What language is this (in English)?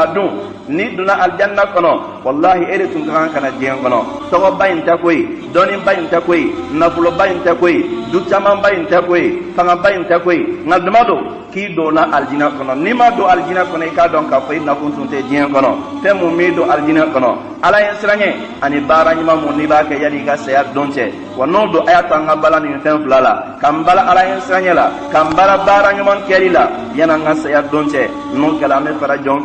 Bambara